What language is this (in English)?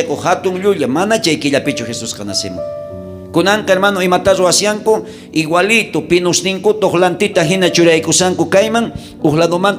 South Bolivian Quechua